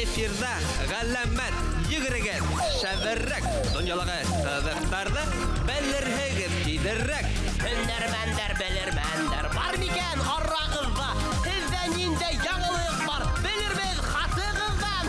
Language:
Bashkir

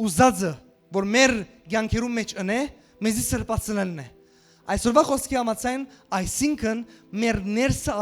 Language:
Western Armenian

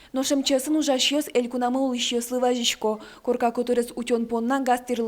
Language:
Udmurt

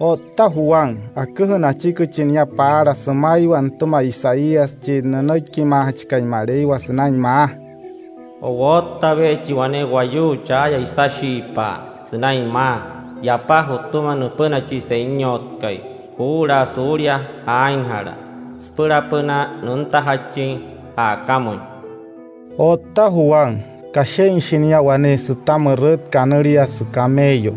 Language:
Wayuu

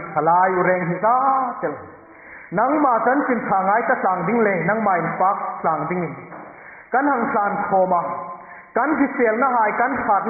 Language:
Hmar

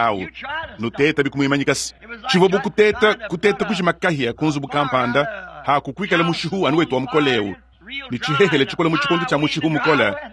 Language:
Luba-Lulua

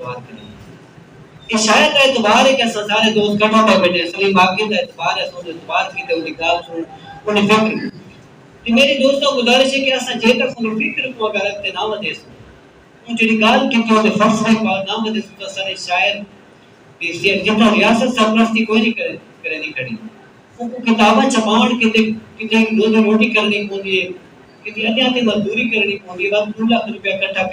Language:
Saraiki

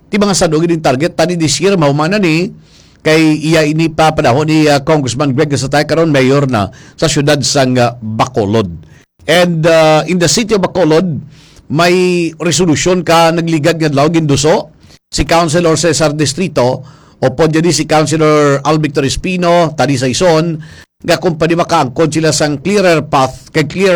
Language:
Hiligaynon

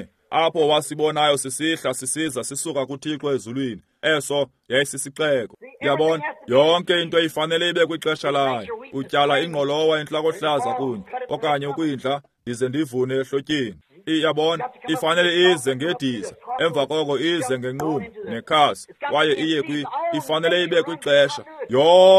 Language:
Xhosa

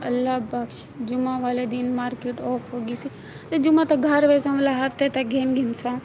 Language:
Saraiki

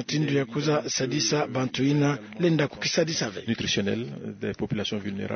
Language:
Kituba (Democratic Republic of Congo)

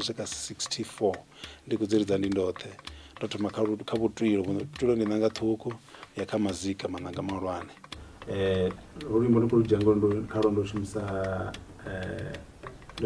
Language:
Venda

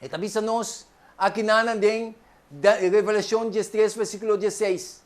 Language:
Papiamento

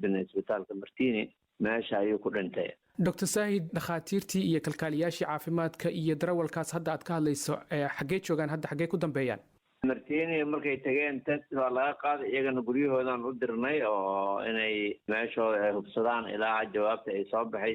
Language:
Somali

